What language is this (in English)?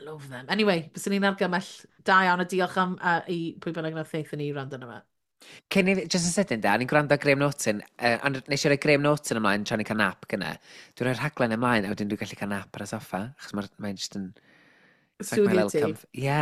Welsh